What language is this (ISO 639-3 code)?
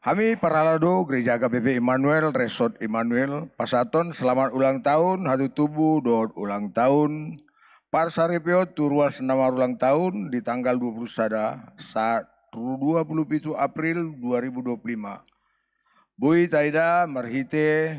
bbc